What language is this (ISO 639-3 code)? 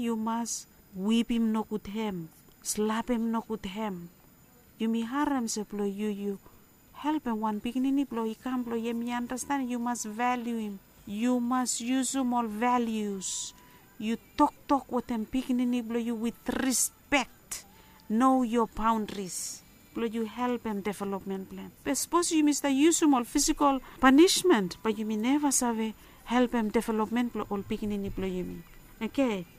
bis